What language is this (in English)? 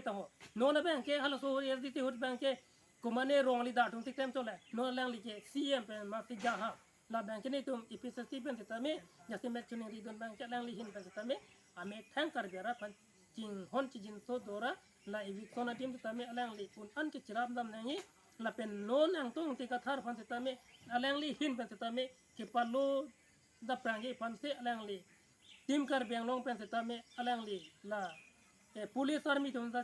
Karbi